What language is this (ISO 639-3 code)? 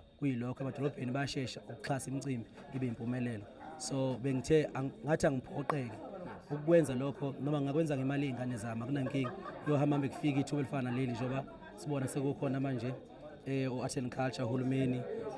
zul